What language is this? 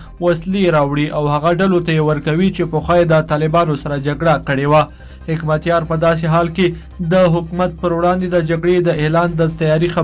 Pashto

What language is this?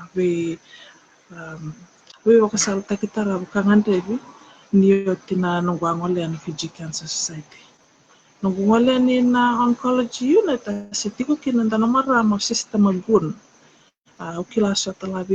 Fijian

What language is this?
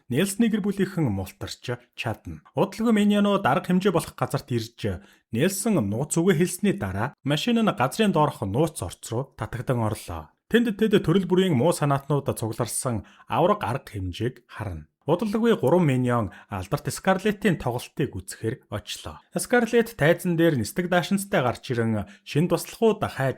Mongolian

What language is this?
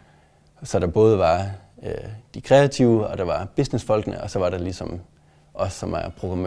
Danish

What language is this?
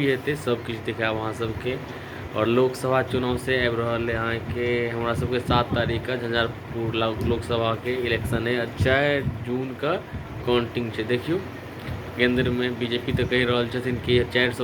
Maithili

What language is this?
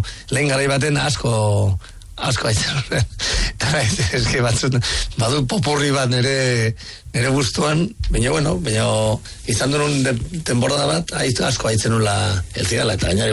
Basque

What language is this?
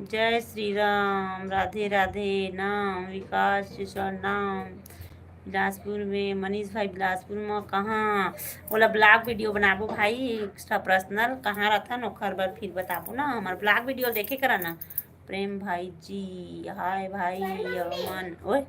Chhattisgarhi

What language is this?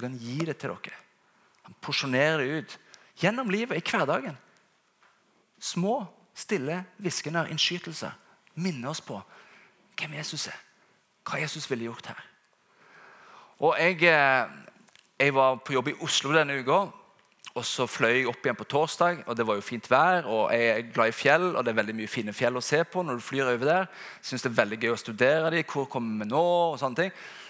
Norwegian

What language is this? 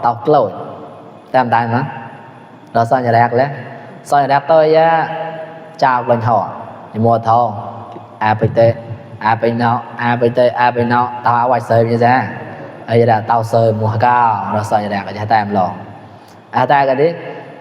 Mon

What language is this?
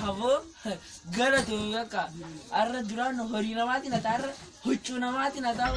Oromo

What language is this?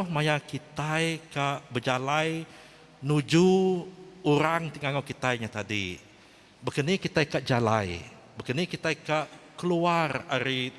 Iban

